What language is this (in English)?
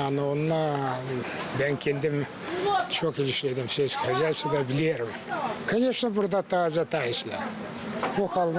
Gagauz